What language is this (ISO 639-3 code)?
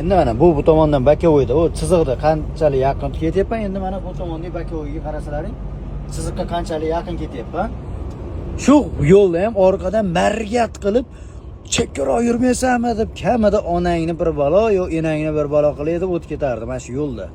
uzb